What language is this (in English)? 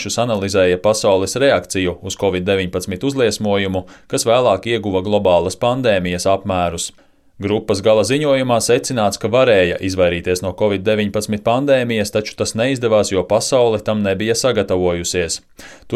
Latvian